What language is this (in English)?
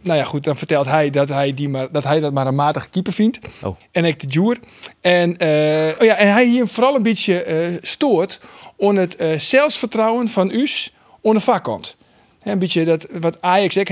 Western Frisian